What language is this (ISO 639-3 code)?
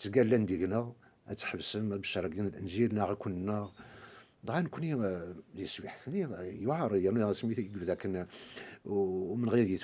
kab